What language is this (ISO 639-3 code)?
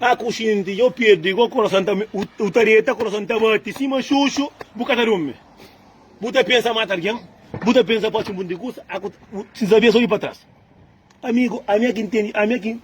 kea